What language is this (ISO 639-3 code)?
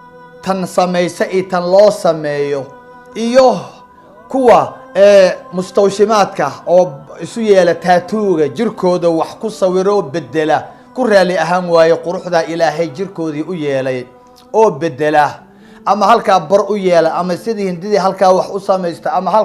som